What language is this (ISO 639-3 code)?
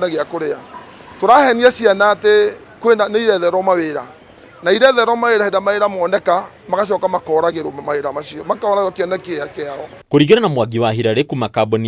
kik